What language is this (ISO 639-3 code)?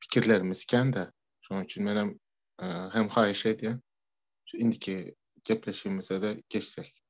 tuk